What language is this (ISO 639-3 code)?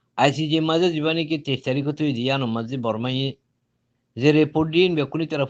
rhg